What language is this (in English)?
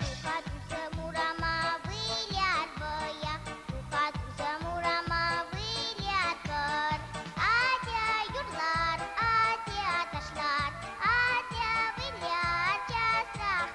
Chuvash